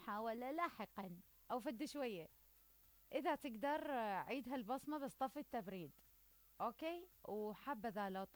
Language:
Mesopotamian Arabic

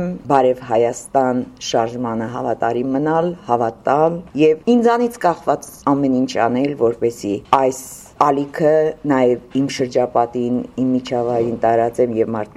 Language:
Armenian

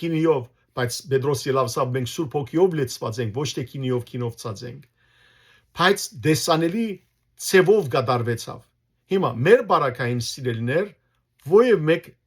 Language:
Western Armenian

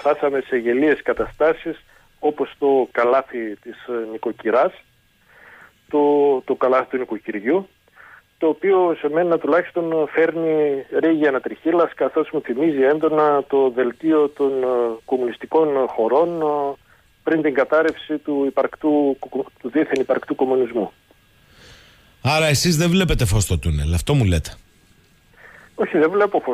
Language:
Greek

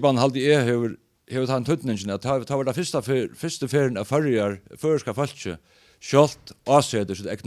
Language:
Faroese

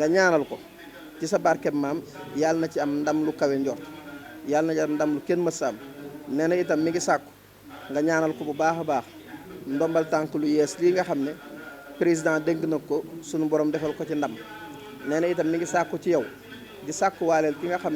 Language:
Wolof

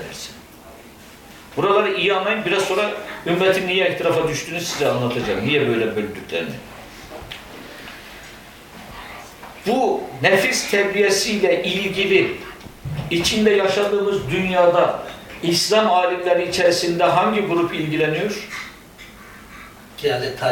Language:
Turkish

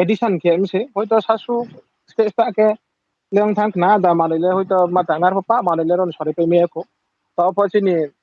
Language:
Riang (India)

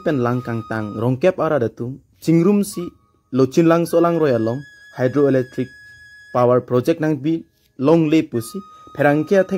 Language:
Karbi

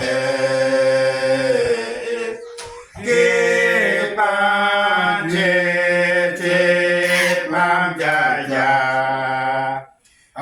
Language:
Uduk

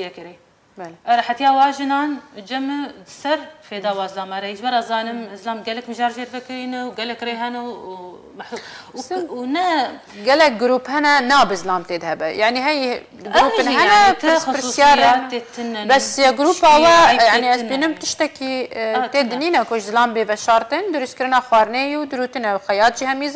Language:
Kurdish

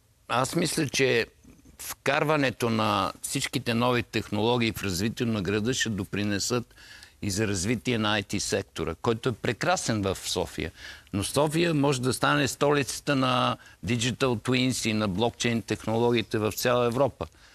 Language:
Bulgarian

